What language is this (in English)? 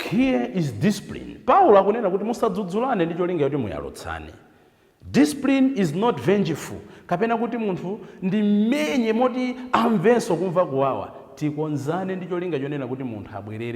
Nyanja